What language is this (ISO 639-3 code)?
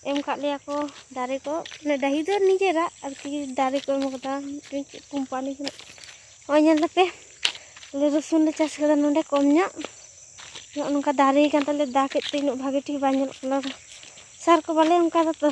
sat